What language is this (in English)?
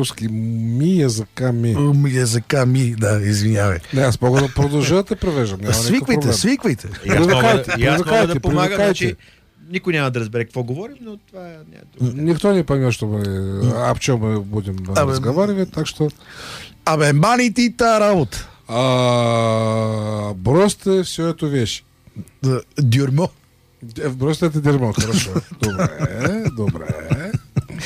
Bulgarian